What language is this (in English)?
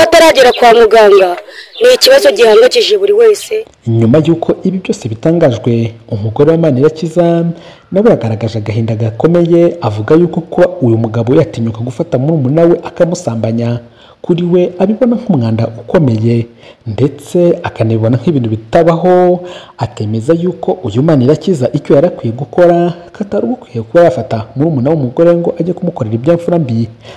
Kinyarwanda